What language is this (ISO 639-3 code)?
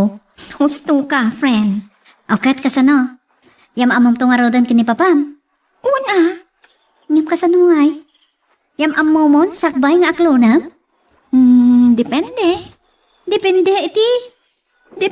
ilo